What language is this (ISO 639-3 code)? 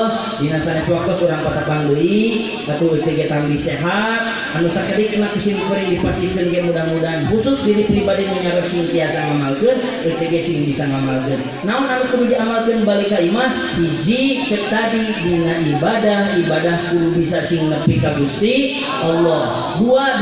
sun